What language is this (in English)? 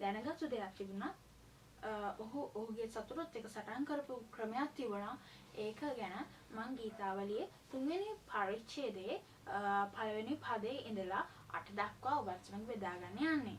Sinhala